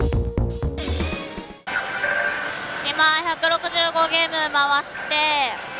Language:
Japanese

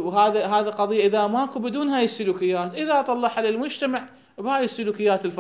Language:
Mesopotamian Arabic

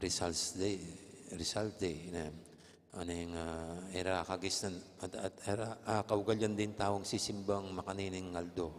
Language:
Pampanga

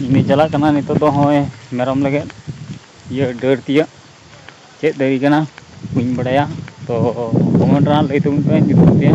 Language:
Santali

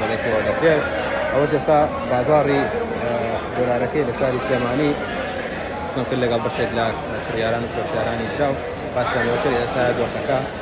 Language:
Central Kurdish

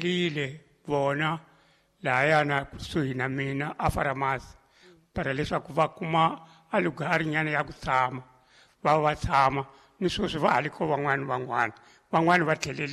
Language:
Tsonga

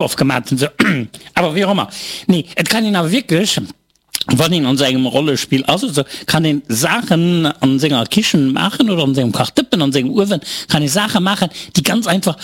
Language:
Luxembourgish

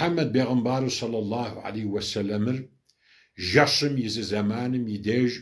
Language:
Kabardian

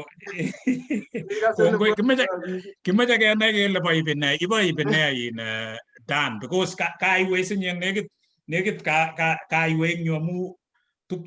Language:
Kalenjin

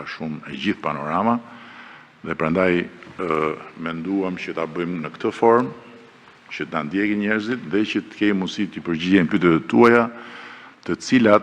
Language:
Albanian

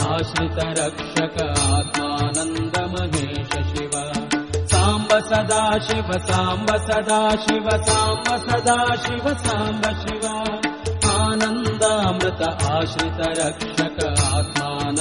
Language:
Kannada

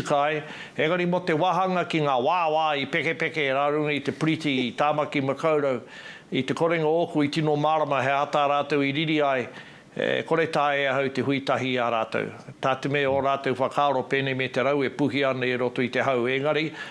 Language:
Māori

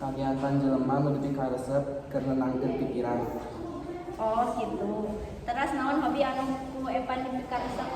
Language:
Sundanese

